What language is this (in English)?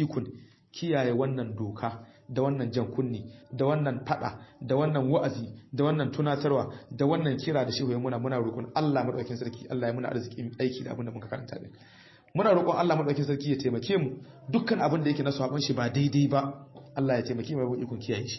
Hausa